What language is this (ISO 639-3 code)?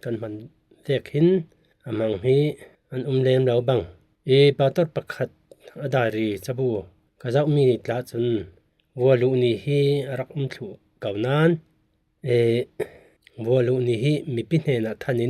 cfm